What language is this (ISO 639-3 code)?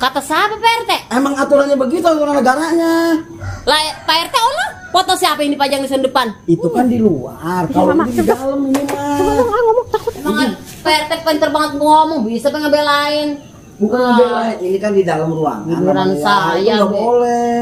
bew